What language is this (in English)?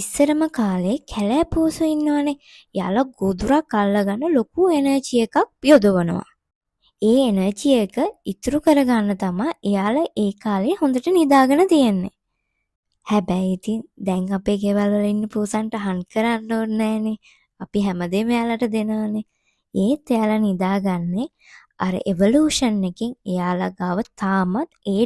Sinhala